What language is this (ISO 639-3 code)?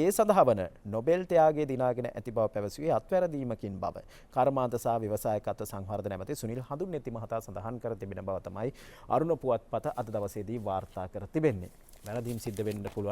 sin